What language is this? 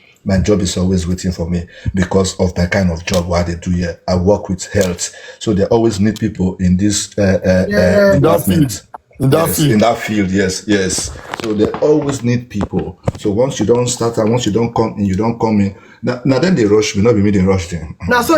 Nigerian Pidgin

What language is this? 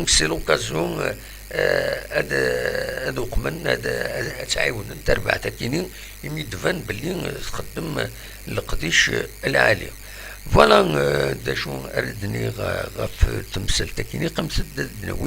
Kabyle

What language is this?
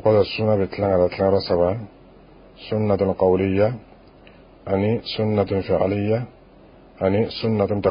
Bambara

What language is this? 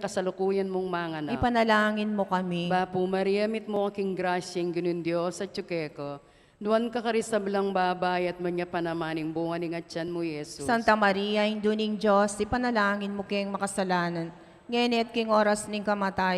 Pampanga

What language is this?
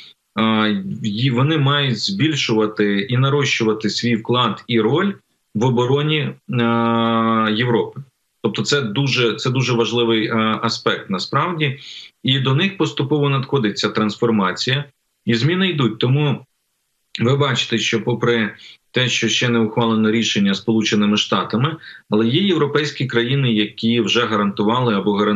Ukrainian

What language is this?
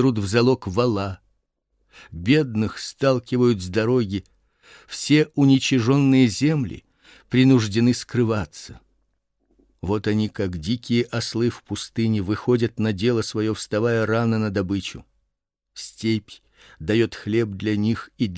Russian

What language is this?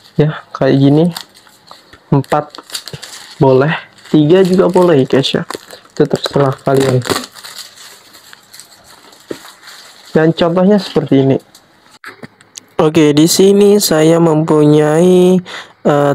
Indonesian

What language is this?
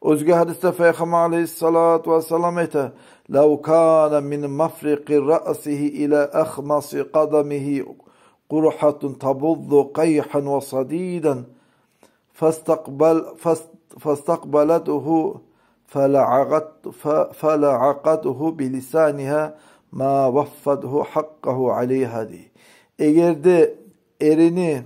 Kumyk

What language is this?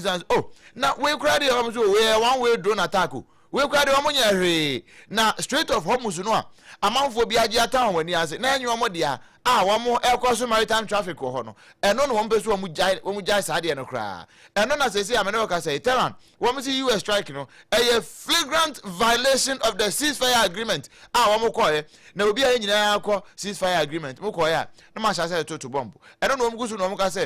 Akan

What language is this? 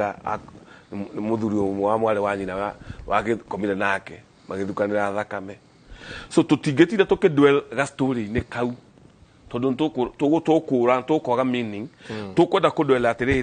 Kikuyu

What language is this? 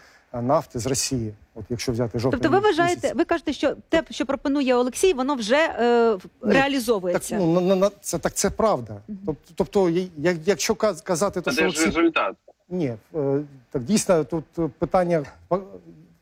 Ukrainian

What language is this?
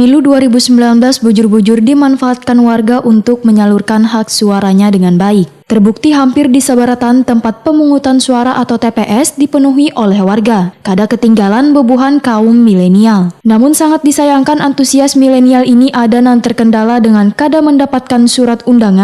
Banjar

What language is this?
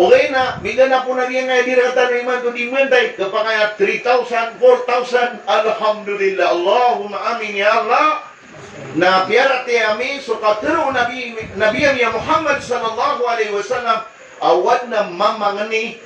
Maranao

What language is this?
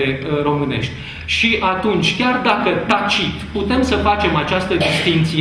Romanian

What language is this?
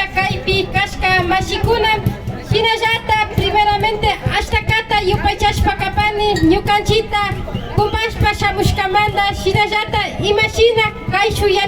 Imbabura Highland Quichua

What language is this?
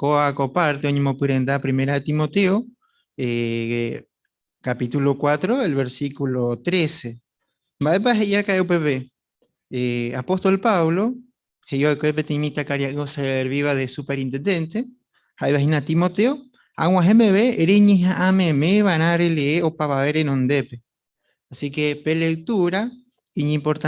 Guarani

